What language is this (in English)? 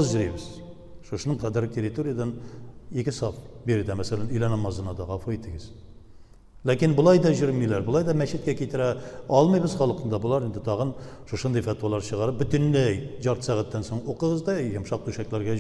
Tatar